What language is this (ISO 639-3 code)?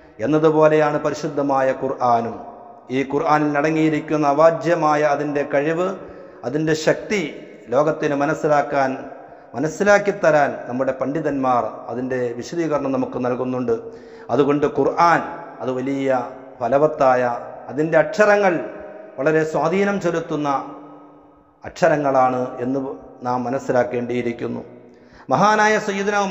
mal